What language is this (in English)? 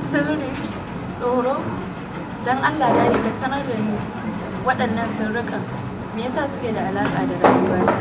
Hausa